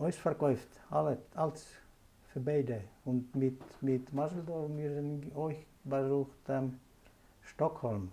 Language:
Yiddish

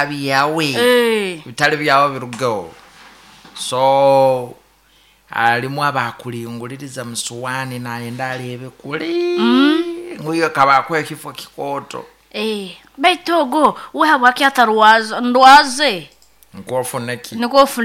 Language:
Nyoro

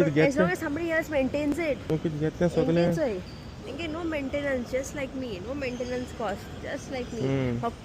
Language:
Konkani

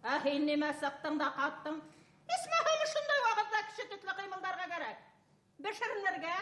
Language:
Bashkir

